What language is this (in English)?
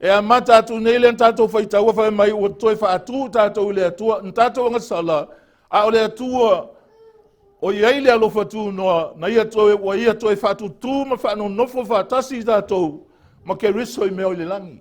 Samoan